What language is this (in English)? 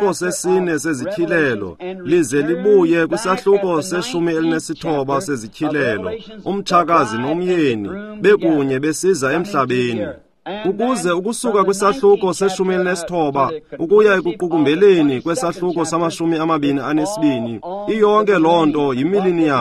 Xhosa